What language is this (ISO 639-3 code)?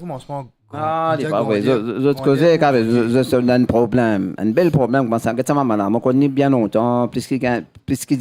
mfe